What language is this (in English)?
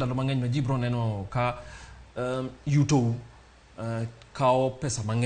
Luo (Kenya and Tanzania)